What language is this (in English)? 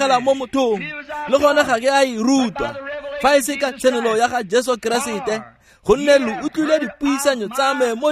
Tswana